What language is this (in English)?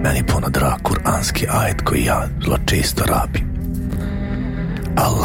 Bosnian